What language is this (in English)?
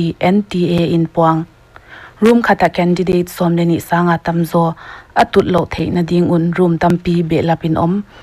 Paite Chin